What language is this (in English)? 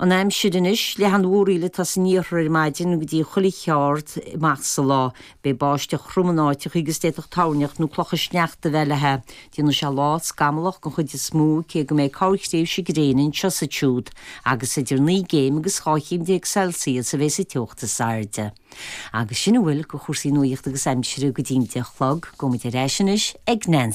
Irish